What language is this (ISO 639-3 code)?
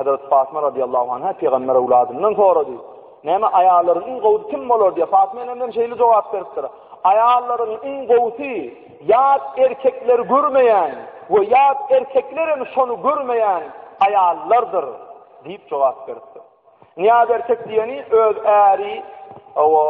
tuk